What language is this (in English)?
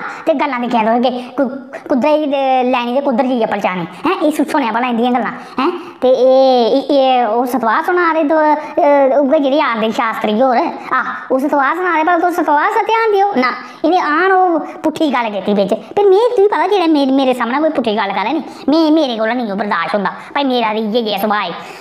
Dogri